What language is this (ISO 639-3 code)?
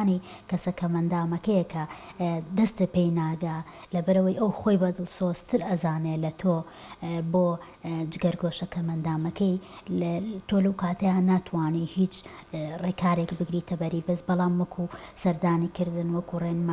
ckb